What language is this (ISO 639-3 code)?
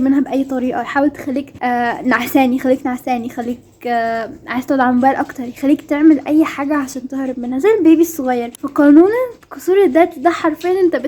arz